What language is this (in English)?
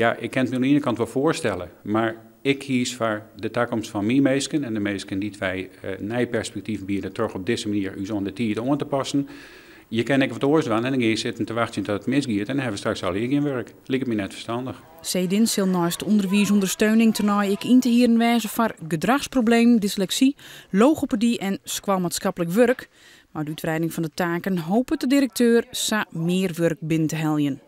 Western Frisian